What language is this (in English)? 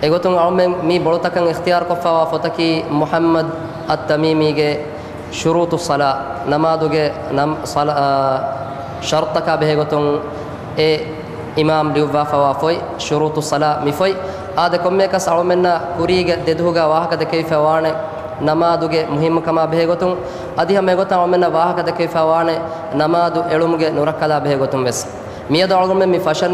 Divehi